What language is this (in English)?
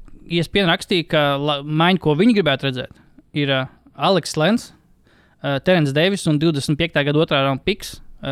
Latvian